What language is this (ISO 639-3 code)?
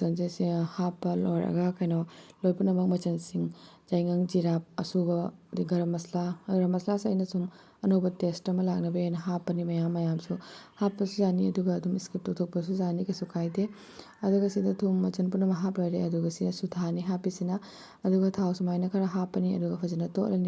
mni